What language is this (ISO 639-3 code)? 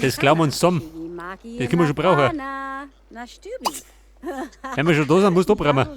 bar